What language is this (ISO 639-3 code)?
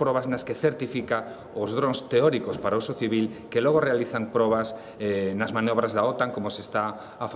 glg